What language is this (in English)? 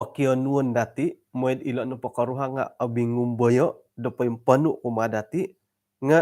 Central Dusun